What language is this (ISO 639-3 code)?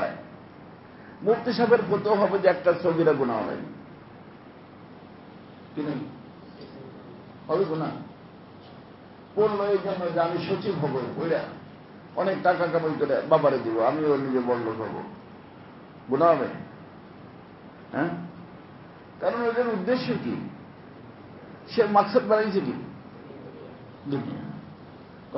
ben